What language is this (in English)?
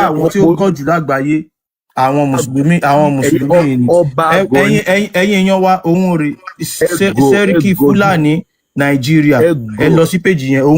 Yoruba